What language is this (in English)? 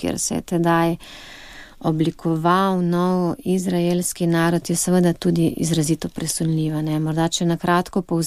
Slovenian